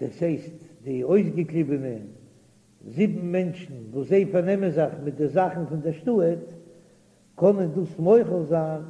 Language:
Yiddish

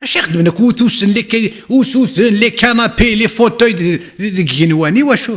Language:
Kabyle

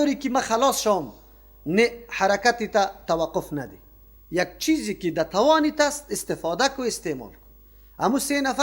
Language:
Persian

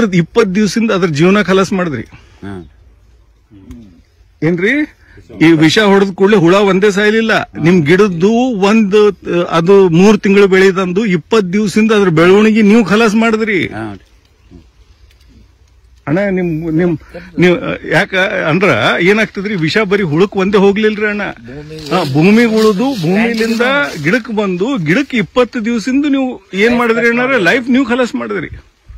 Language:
Kannada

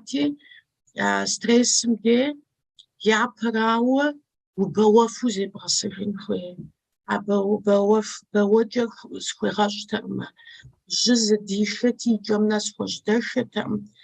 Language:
Kabardian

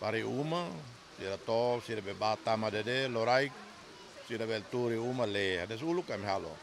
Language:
Tetum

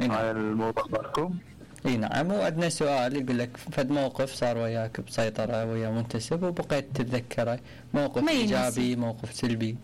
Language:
Mesopotamian Arabic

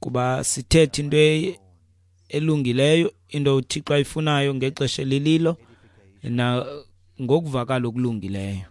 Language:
Xhosa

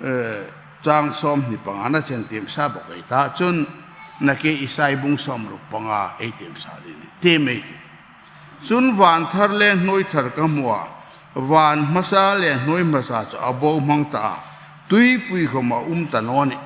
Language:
Hmar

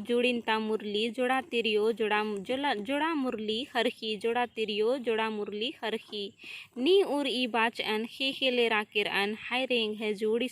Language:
Kurukh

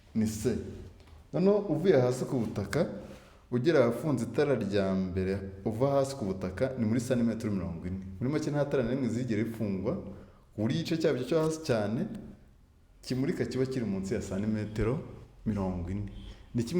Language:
Kinyarwanda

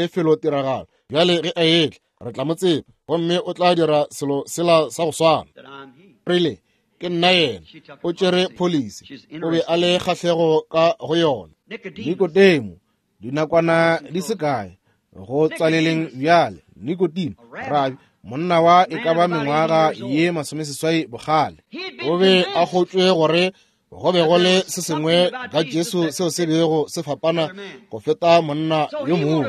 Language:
Northern Sotho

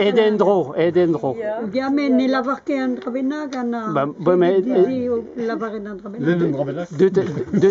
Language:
Breton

